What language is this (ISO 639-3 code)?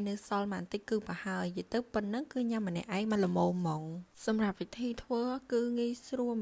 khm